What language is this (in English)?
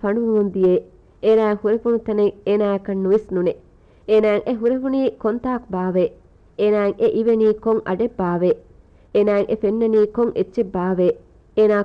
Divehi